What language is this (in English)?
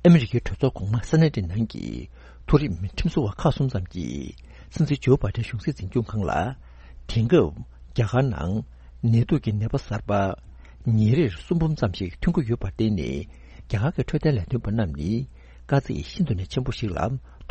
Tibetan